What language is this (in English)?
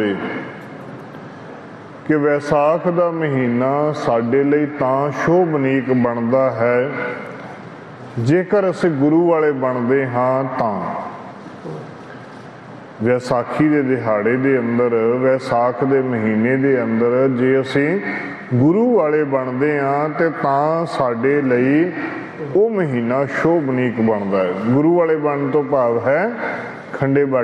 Punjabi